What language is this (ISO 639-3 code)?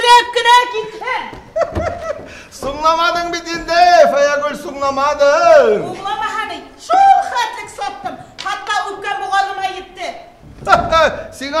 bak